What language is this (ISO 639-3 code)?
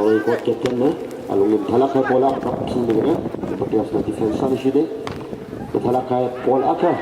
nmf